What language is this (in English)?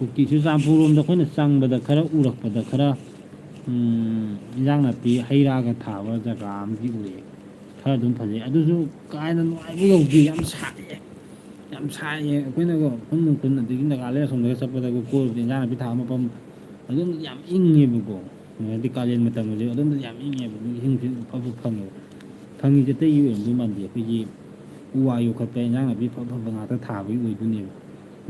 Manipuri